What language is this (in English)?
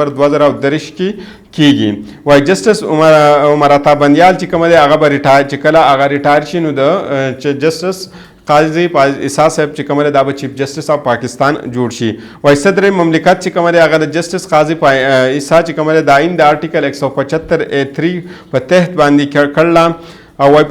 Pashto